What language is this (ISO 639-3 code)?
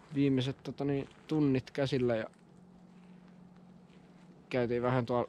fin